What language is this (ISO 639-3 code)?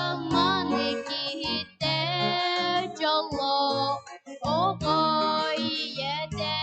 sah